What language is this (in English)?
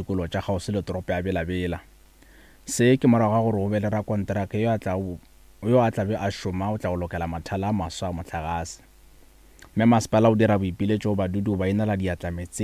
Northern Sotho